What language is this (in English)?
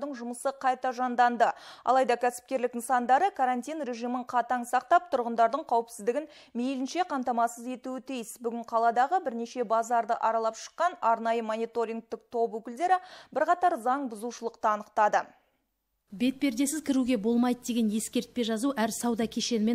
Kazakh